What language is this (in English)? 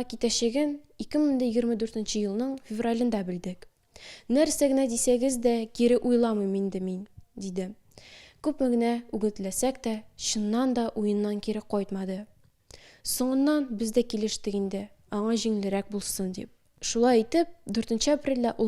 Tatar